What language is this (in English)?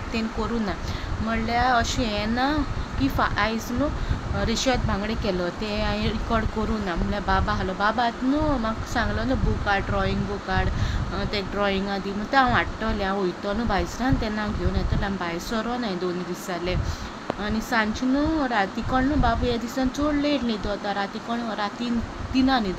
Konkani